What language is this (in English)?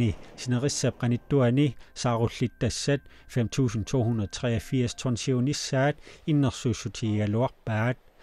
Kalaallisut